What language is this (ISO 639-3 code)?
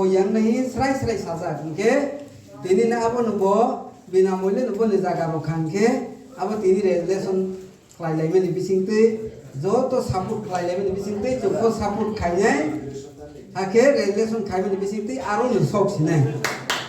ria